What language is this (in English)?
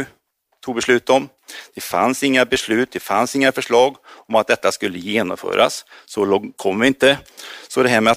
Swedish